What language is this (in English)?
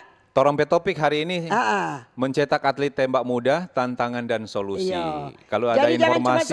Manado Malay